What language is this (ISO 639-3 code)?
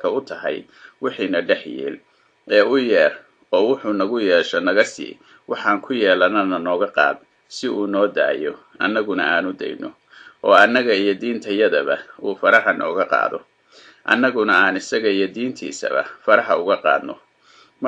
som